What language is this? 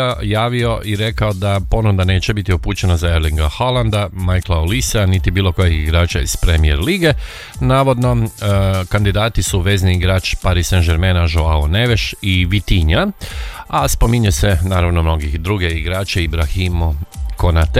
Croatian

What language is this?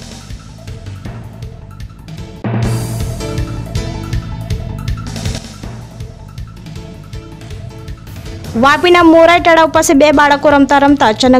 Gujarati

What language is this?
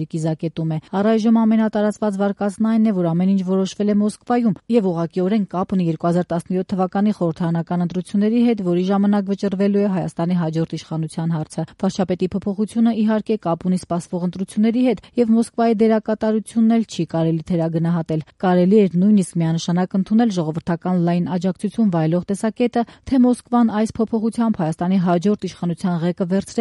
Armenian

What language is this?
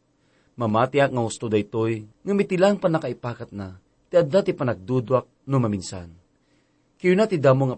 Iloko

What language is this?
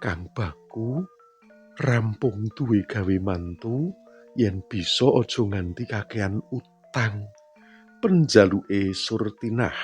Javanese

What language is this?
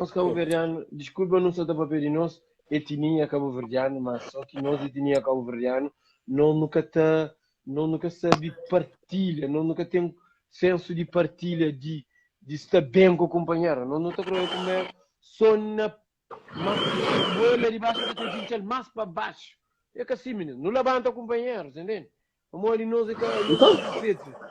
Kabuverdianu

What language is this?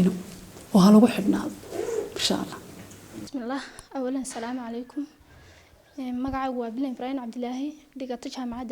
Somali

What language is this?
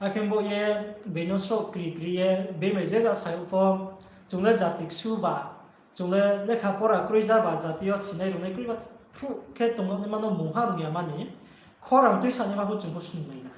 Riang (India)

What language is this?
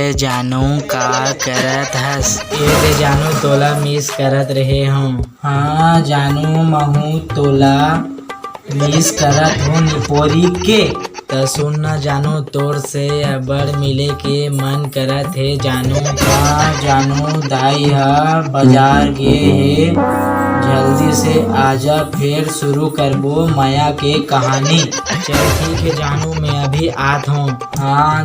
Chhattisgarhi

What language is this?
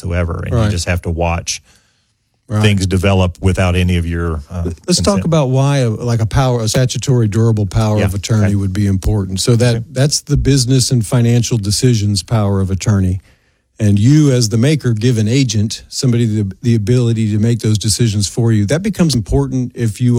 English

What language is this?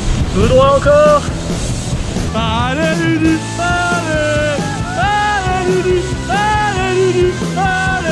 French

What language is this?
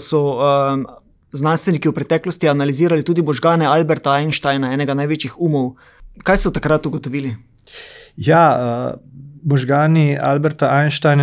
Slovenian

